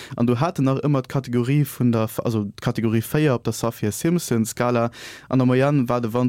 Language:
Luxembourgish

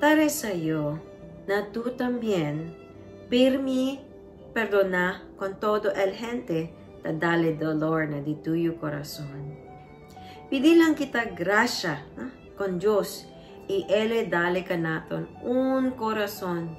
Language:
Chavacano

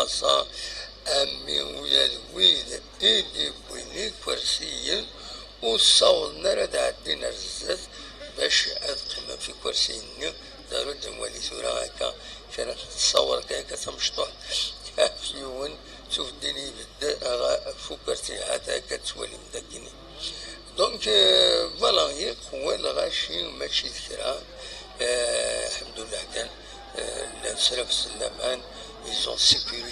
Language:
Kabyle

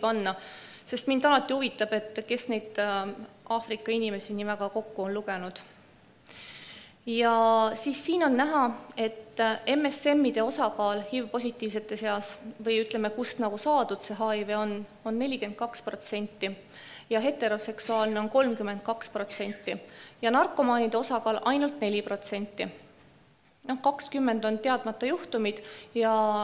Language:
Estonian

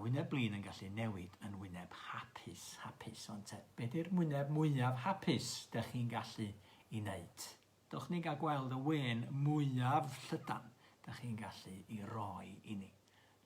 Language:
Welsh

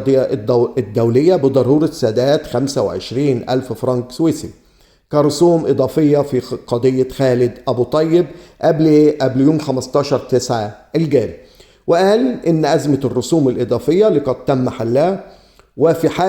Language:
Egyptian Arabic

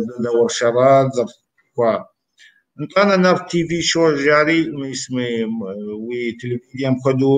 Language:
Kabardian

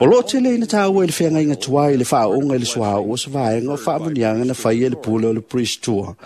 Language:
Samoan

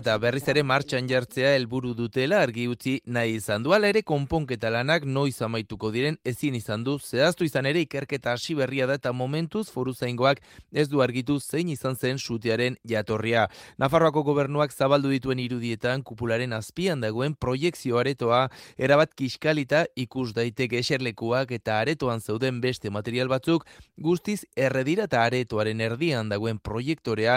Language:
Basque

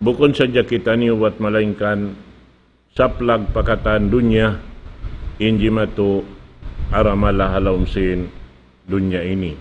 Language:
Tausug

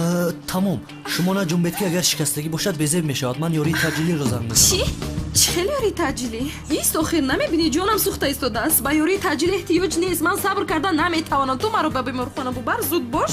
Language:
Tajik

